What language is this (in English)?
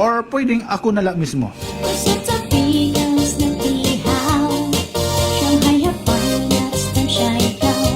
Waray